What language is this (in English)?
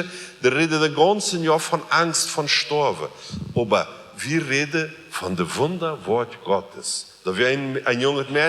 Plautdietsch